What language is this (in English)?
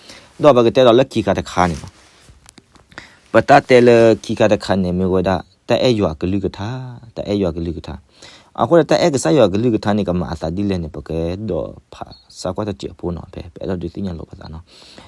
S'gaw Karen